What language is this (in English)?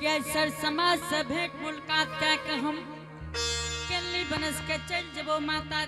Angika